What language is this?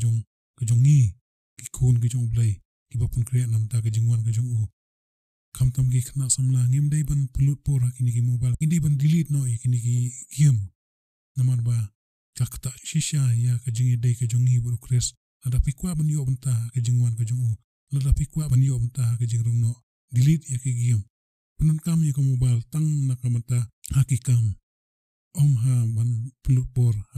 Khasi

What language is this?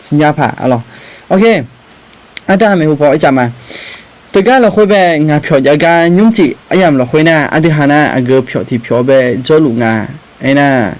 Akha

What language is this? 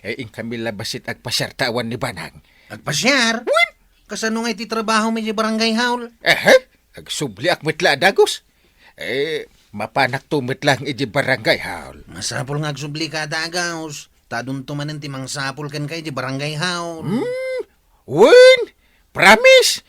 Iloko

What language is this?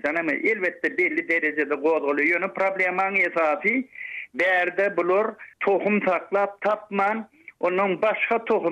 Turkmen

